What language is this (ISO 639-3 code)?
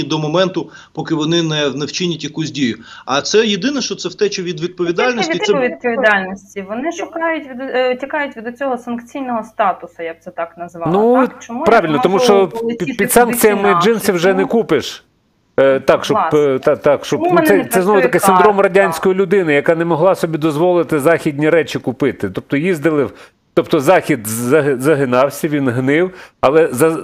ukr